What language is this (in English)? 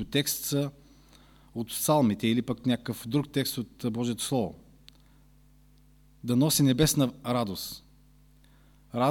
Bulgarian